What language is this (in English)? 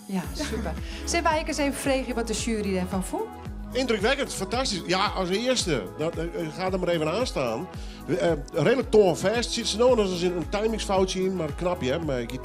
Western Frisian